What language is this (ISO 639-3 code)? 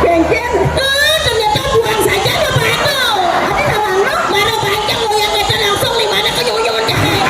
ban